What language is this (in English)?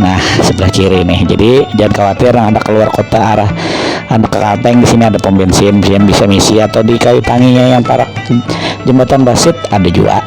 Banjar